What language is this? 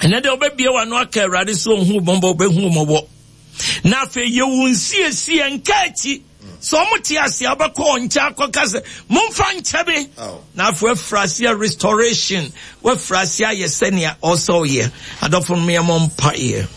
Akan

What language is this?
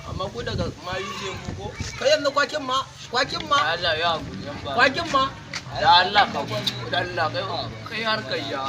Hausa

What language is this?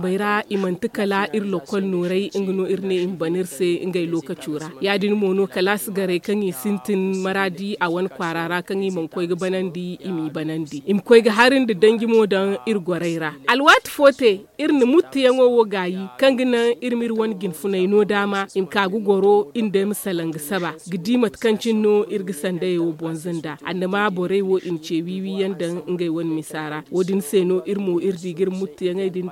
Zarma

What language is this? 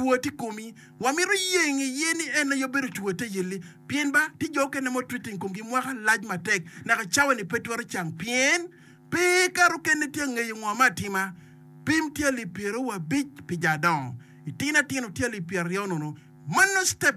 Acoli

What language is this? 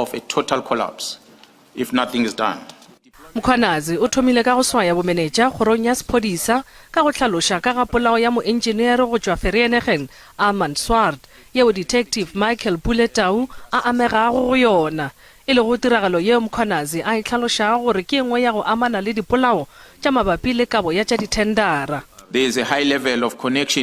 Northern Sotho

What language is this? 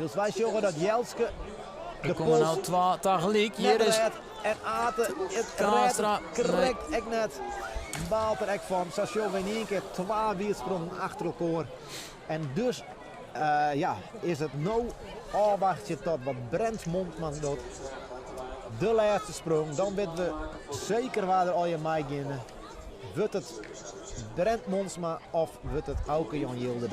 Western Frisian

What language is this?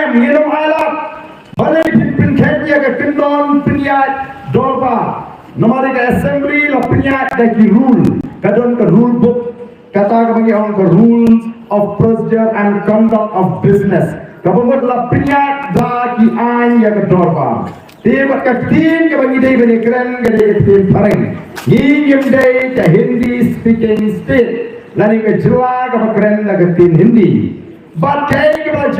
Khasi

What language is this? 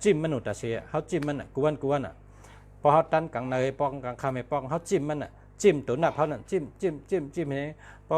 Shan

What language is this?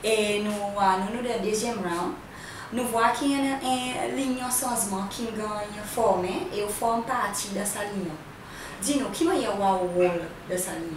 Seselwa Creole French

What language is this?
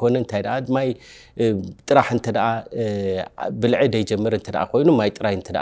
Tigrinya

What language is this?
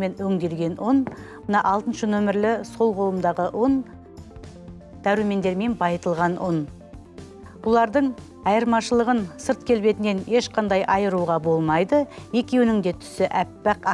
Kazakh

